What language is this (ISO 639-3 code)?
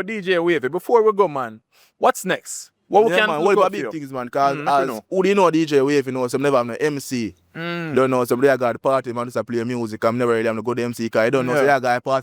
jam